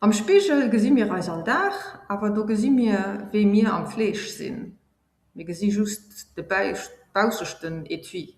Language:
Luxembourgish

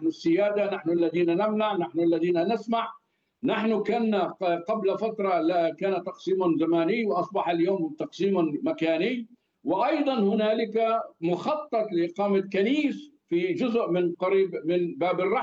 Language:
Arabic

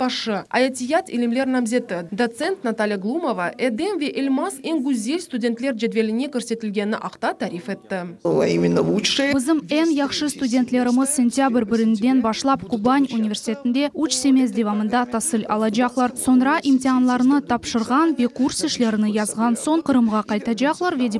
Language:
Crimean Tatar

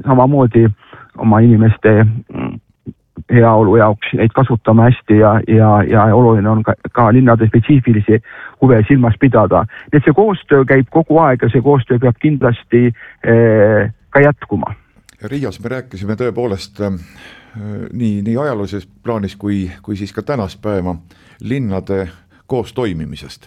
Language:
Estonian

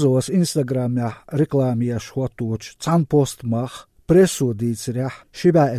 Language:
Chechen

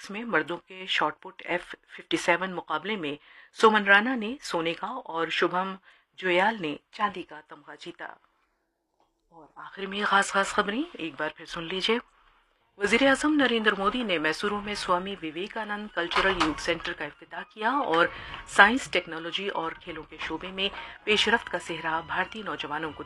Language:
Urdu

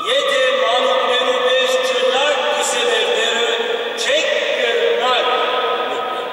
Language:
Western Armenian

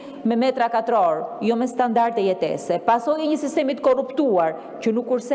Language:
Albanian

